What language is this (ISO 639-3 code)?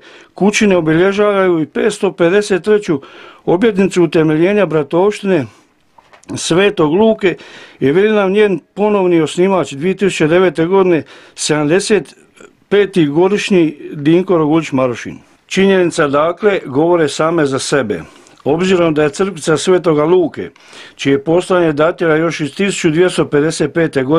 hrv